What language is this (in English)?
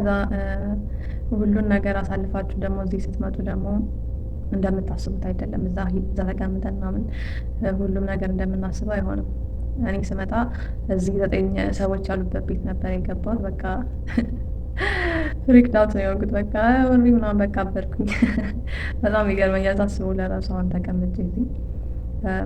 Amharic